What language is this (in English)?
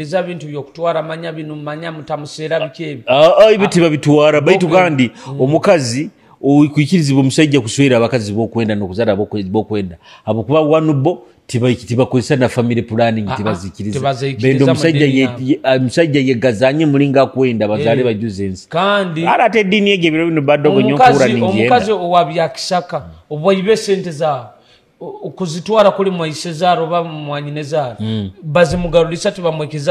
Nyoro